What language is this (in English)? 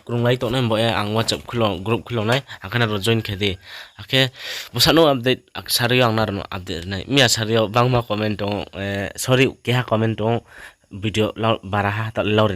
Riang (India)